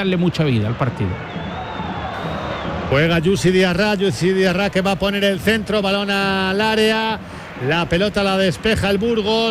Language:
Spanish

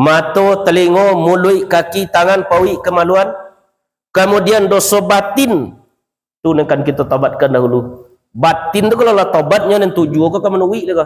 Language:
Minangkabau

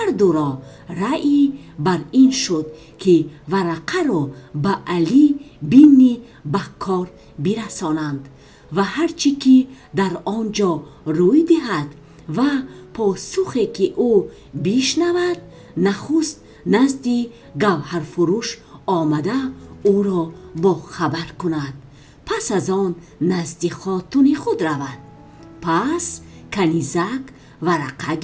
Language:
Tajik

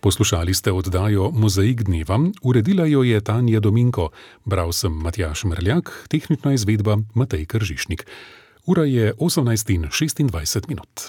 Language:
Slovenian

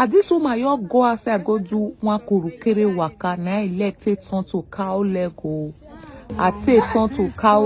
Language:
Nigerian Pidgin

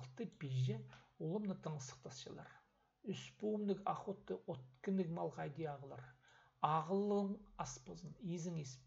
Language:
Khakas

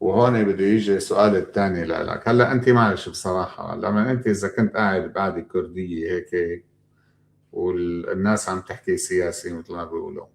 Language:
North Levantine Arabic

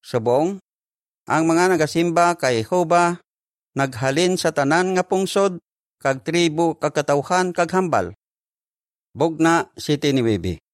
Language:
Hiligaynon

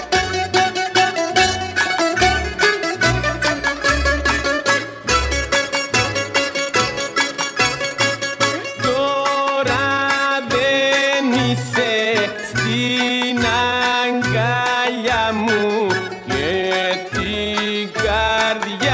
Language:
Greek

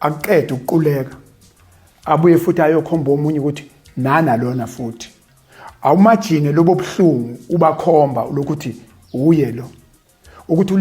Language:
Zulu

